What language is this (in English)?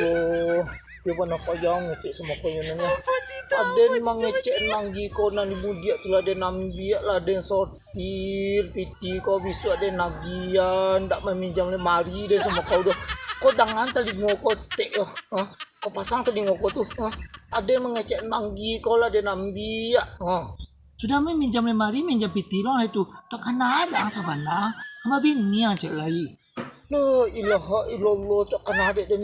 Minangkabau